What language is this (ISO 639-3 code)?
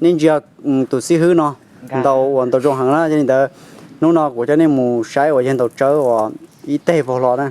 hmn